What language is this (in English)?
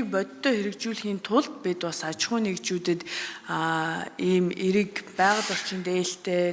Mongolian